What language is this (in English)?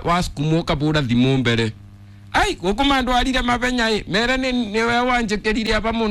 Kikuyu